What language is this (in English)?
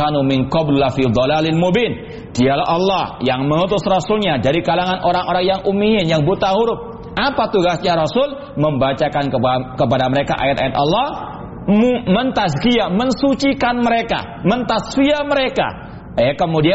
Indonesian